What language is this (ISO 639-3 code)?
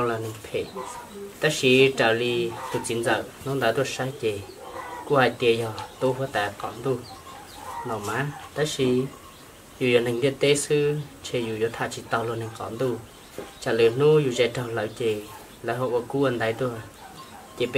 hmn